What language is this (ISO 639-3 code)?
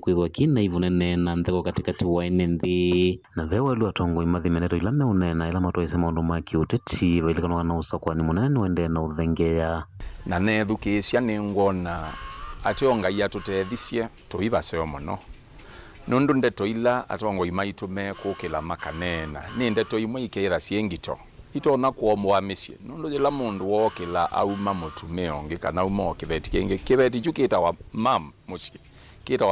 kam